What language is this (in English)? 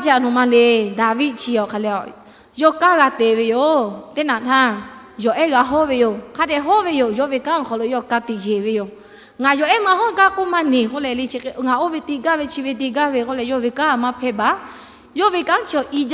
Lahu